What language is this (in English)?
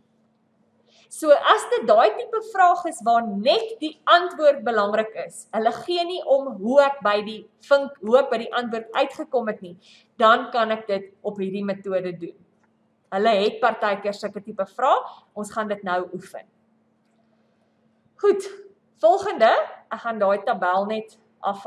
Afrikaans